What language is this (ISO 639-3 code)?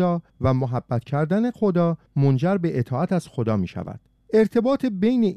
fas